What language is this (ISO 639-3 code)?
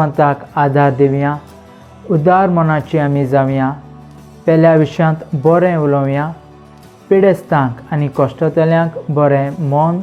kok